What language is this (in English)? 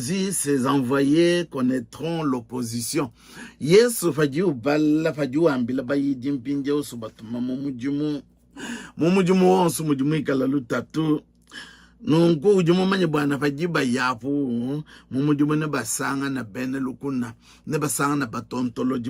Luba-Lulua